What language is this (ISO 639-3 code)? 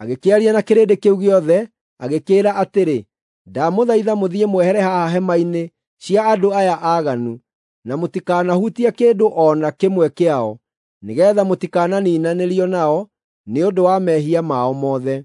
kik